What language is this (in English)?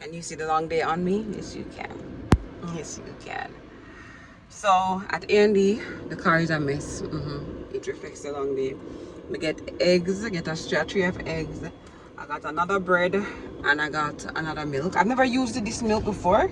Jamaican Creole English